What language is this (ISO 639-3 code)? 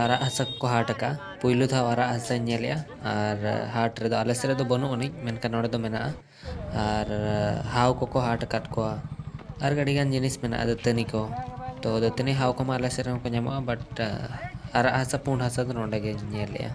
sat